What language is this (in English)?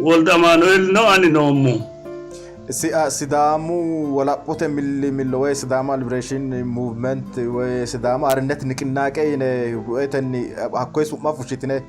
Sidamo